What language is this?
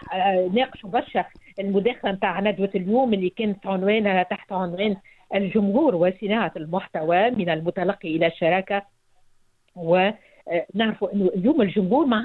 Tunisian Arabic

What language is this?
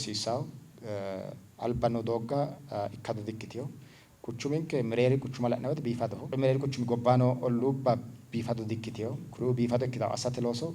Sidamo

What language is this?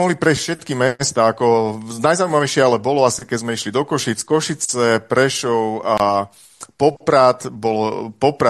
Slovak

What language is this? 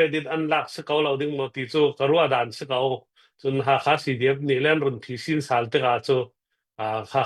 Hakha Chin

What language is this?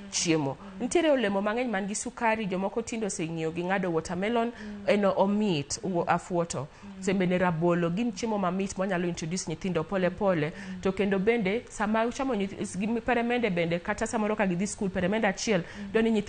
Luo (Kenya and Tanzania)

